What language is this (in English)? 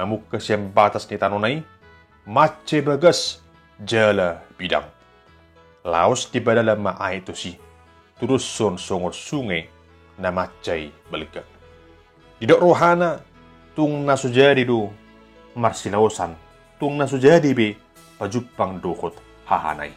Batak Toba